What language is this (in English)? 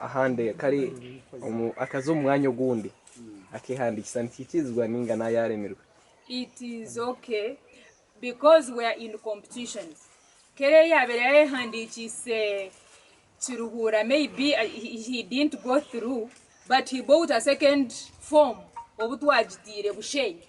Nyankole